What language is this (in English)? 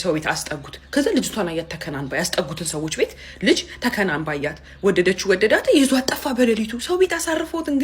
Amharic